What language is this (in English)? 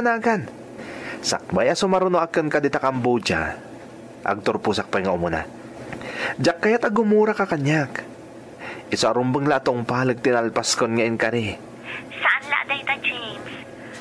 Iloko